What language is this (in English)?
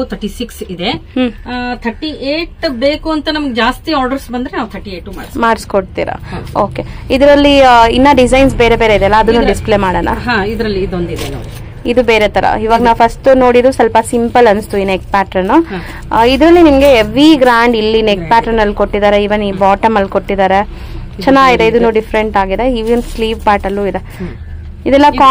Kannada